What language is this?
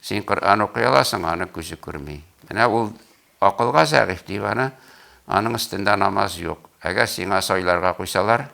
Tatar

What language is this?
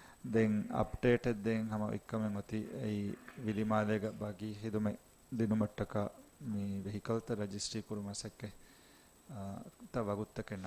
Divehi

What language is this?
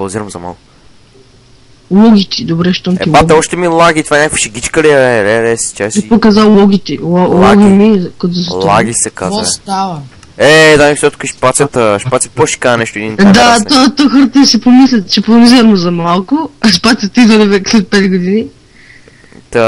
Bulgarian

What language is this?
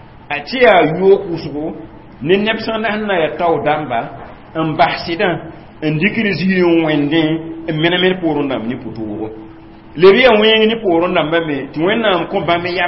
Mossi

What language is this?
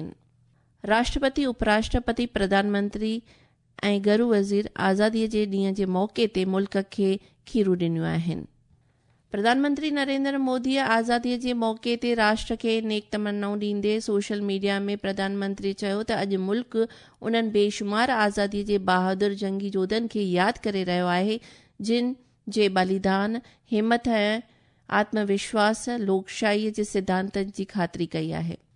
Sindhi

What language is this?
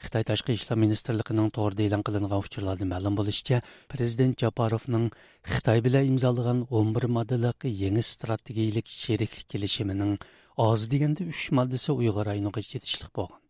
Uyghur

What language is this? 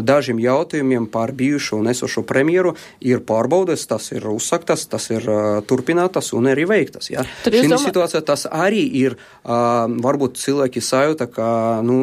Latvian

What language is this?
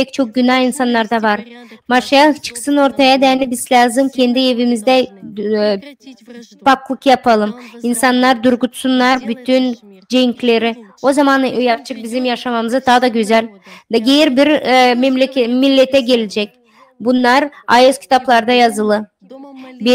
Gagauz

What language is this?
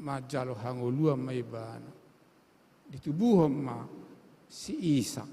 Batak Toba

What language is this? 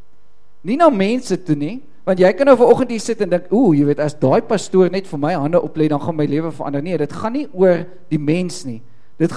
Afrikaans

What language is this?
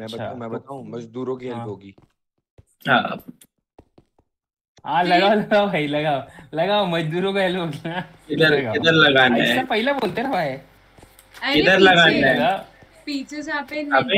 Hindi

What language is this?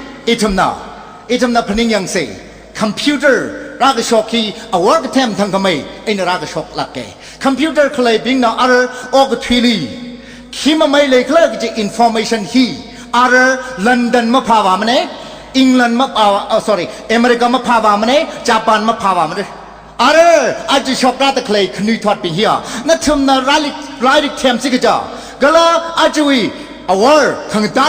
Tangkhul Naga (India)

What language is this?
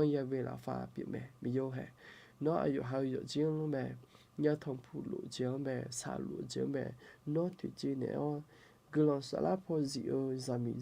Akha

